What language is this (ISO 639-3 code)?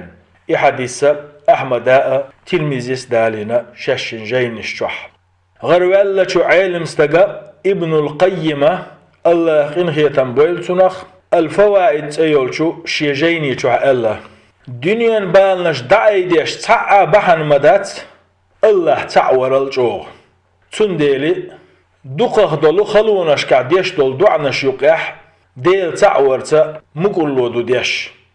che